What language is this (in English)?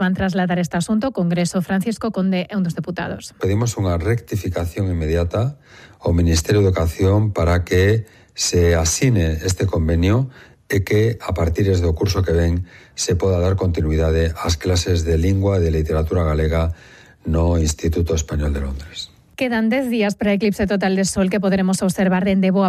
Galician